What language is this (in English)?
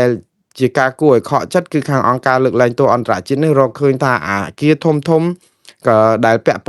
Khmer